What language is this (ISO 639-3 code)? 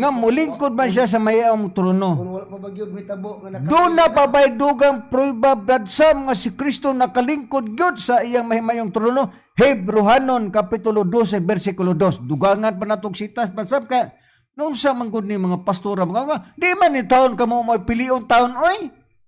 ceb